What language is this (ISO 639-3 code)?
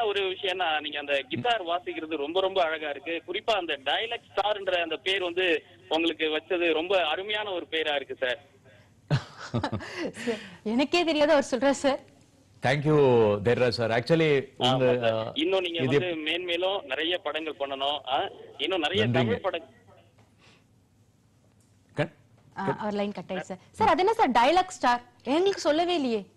tam